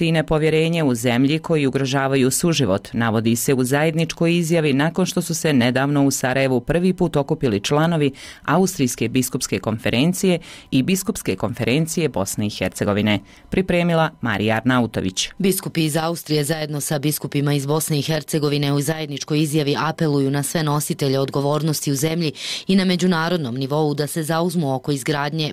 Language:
Bosnian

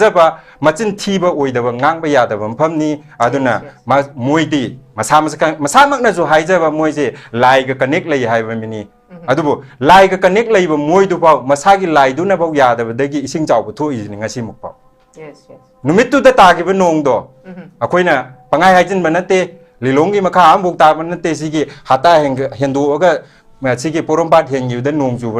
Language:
Manipuri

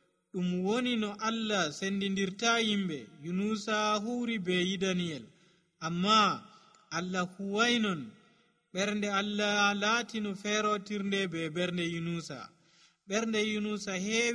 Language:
Nigerian Fulfulde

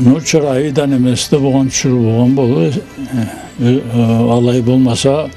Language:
Karachay-Balkar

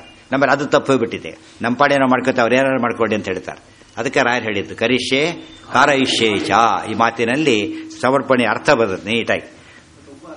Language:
Kannada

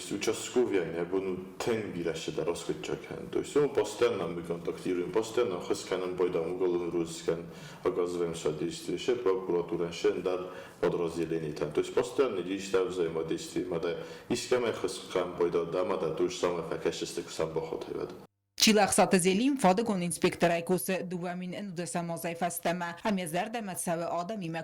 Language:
Ossetic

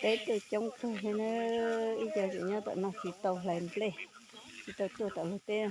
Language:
Hmong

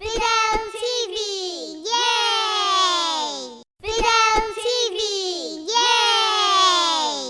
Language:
Tigrinya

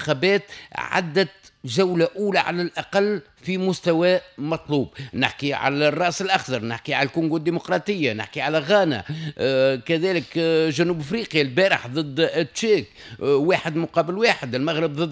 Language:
Tunisian Arabic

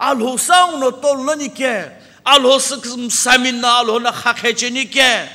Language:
Sumi Naga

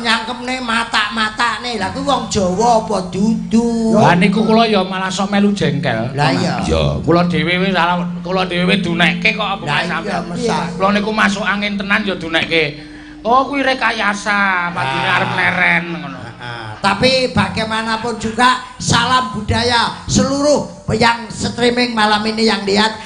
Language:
Javanese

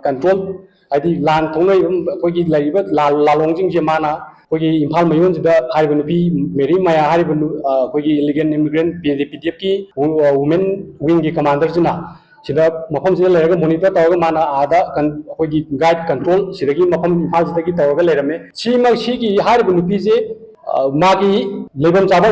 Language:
Manipuri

